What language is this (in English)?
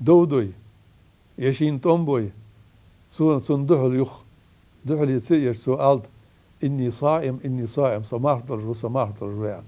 Ingush